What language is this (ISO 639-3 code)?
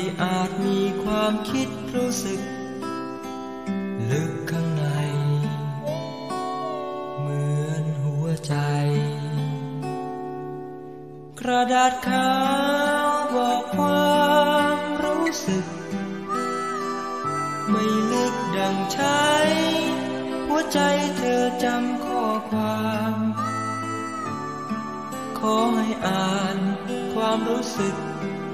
tha